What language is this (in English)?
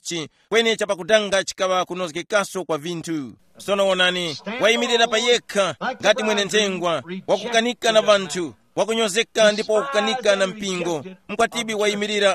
Tumbuka